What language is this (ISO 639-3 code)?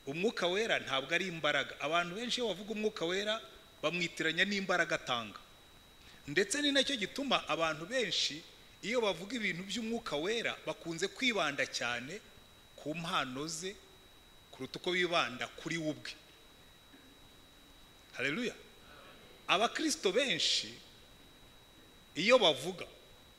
kin